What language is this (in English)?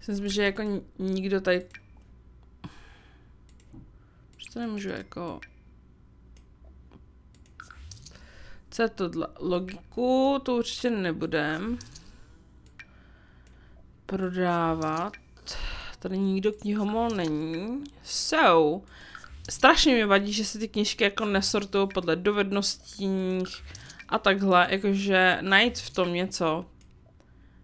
Czech